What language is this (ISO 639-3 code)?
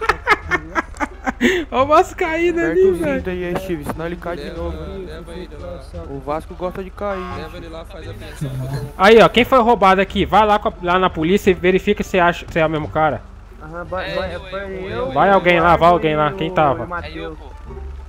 por